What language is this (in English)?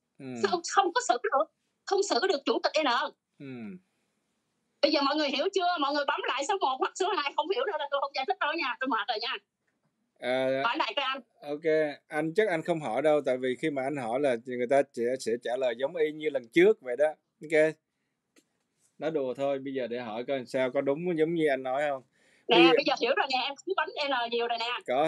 Vietnamese